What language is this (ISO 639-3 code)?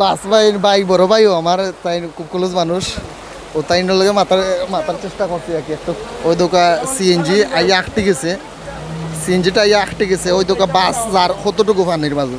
syl